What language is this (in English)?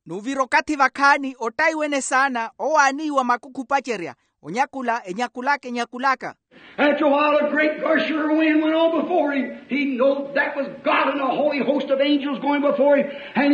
Makhuwa